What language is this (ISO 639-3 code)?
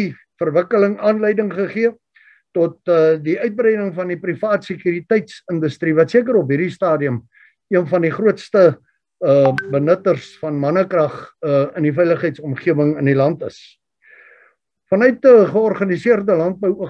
afr